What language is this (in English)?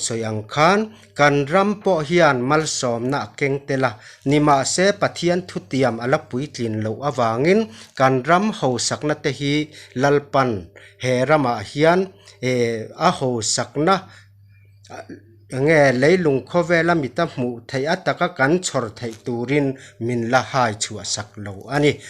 Mizo